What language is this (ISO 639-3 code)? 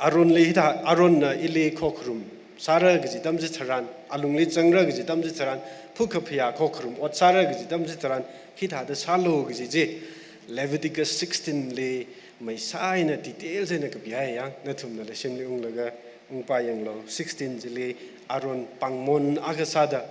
nmf